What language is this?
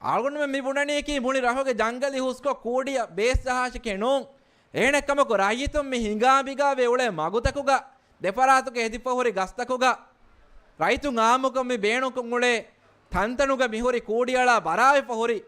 Divehi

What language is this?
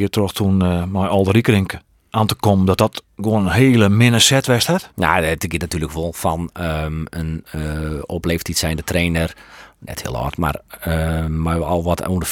Western Frisian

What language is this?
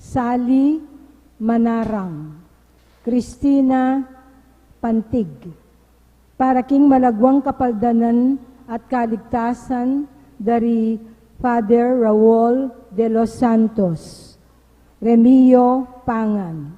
Pampanga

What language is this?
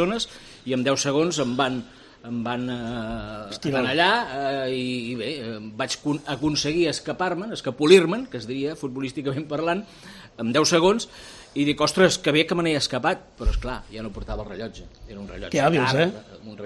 Catalan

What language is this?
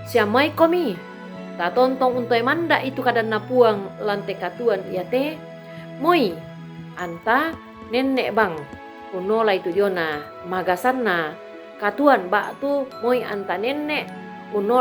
Toraja-Sa'dan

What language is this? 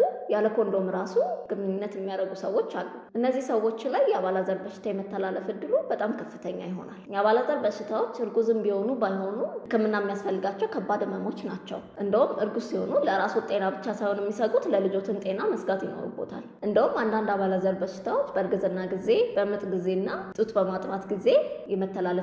Amharic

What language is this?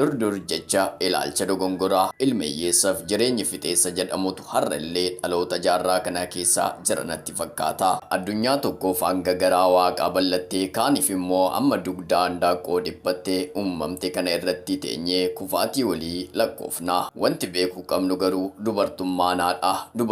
Oromo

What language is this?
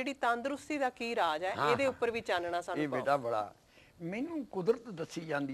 Punjabi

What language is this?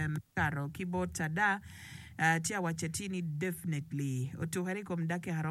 Acoli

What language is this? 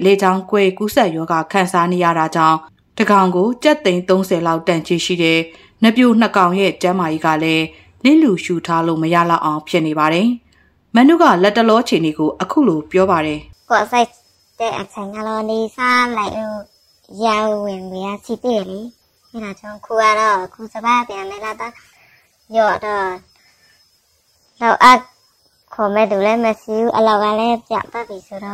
Burmese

